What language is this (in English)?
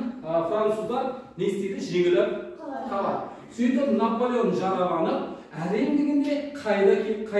Kazakh